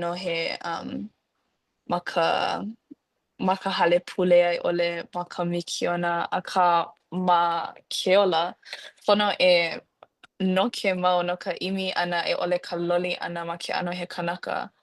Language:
Hawaiian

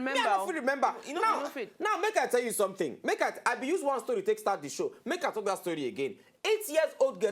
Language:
Nigerian Pidgin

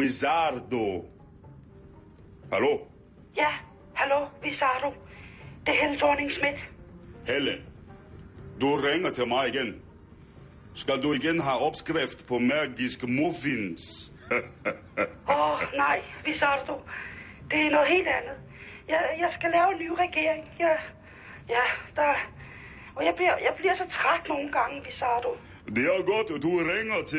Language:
Danish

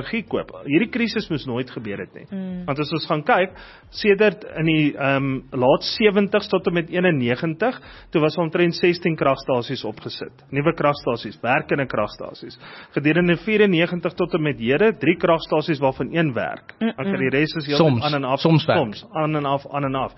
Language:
Afrikaans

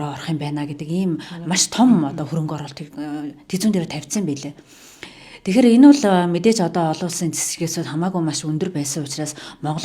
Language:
Mongolian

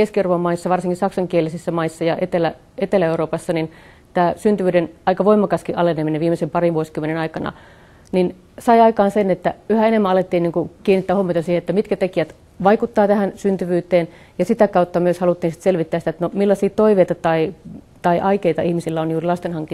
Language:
Finnish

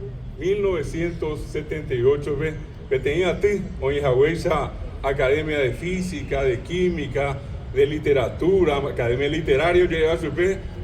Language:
Guarani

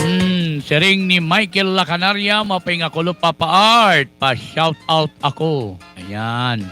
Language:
Waray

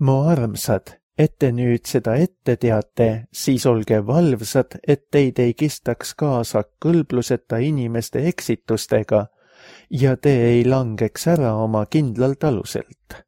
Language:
Estonian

